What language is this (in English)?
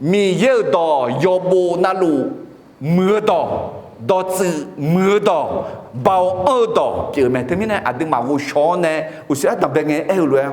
Akha